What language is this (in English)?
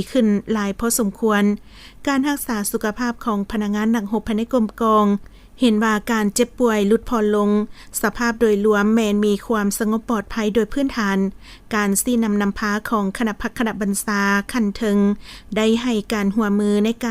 Lao